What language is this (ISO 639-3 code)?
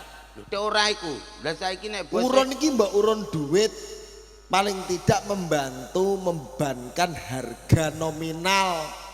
jav